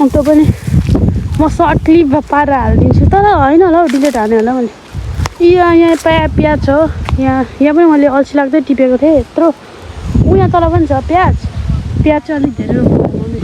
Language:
Nepali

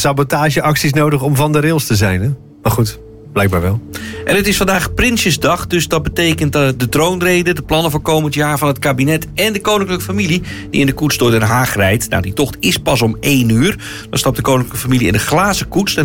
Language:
Dutch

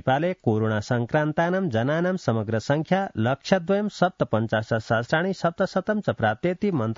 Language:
Sanskrit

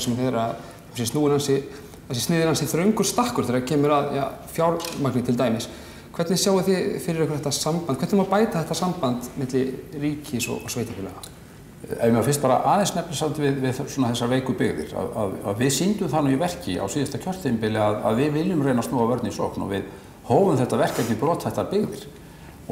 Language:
Icelandic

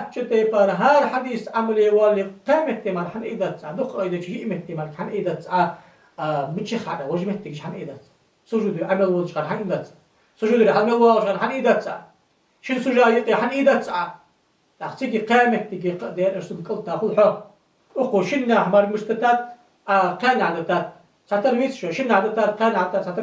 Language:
Ingush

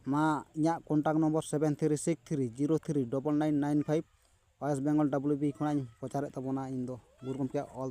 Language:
Santali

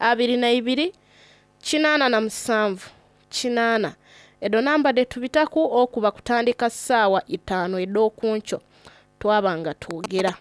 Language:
Soga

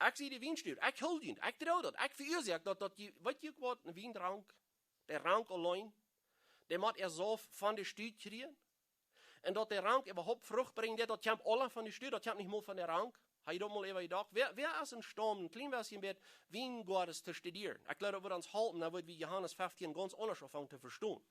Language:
Plautdietsch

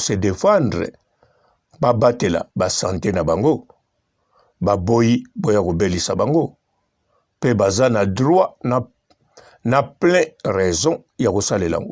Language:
Lingala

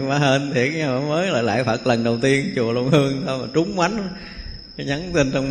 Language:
Vietnamese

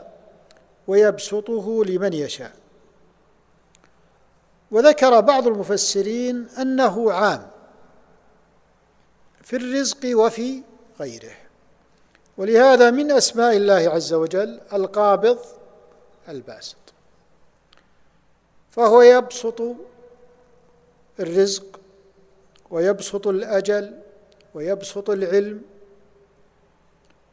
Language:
Arabic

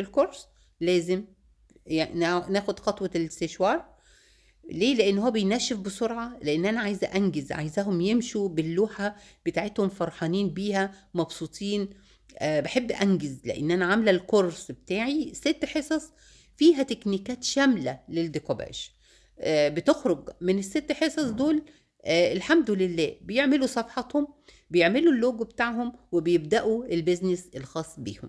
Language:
Egyptian Arabic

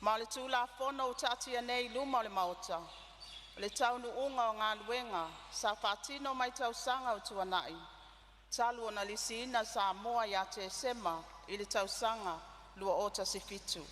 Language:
Samoan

